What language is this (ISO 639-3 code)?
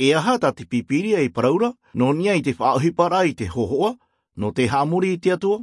tah